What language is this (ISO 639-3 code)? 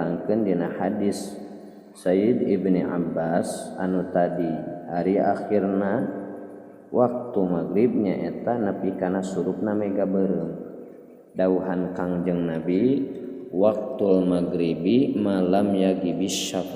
sun